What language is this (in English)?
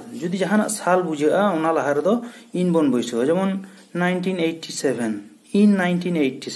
Santali